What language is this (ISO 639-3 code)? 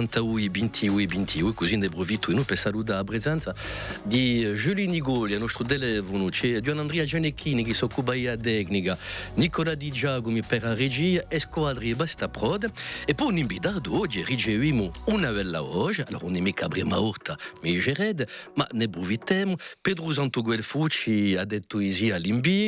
cos